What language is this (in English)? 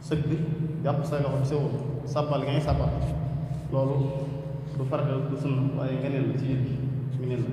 Wolof